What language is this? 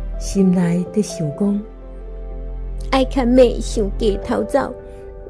Min Nan Chinese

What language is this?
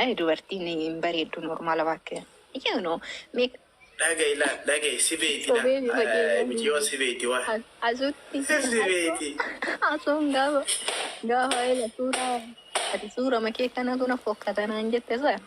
Oromo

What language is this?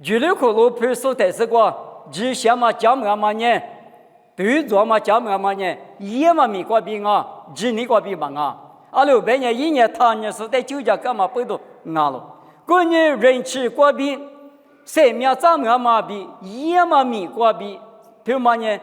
Lisu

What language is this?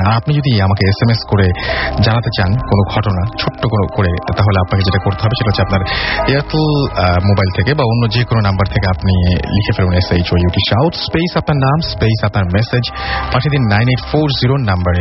Bangla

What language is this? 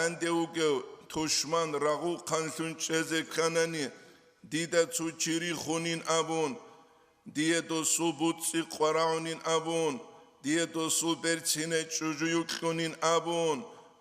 Avaric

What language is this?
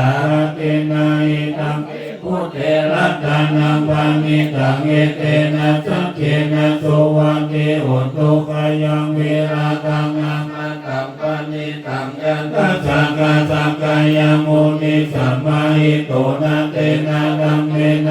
Pali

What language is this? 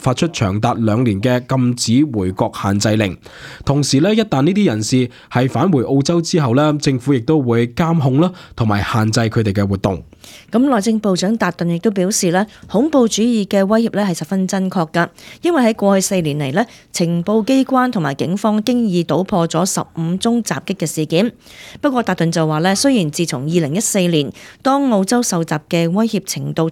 Cantonese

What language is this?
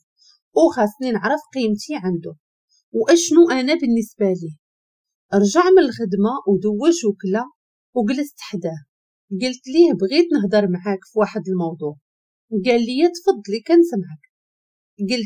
Moroccan Arabic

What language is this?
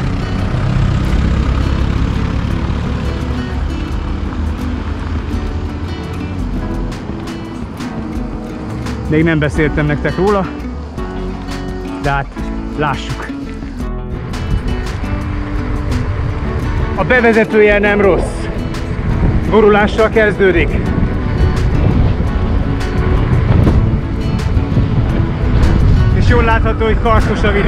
Hungarian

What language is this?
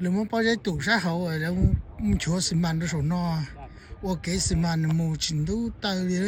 Hmong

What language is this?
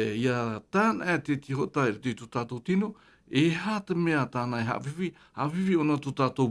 Tahitian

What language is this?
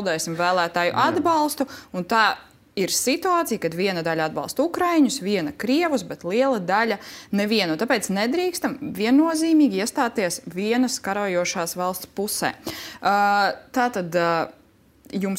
Latvian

